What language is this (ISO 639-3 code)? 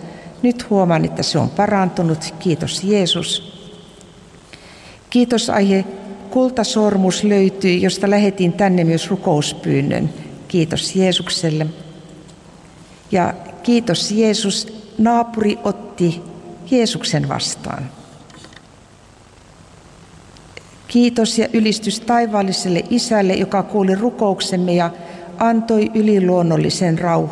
fin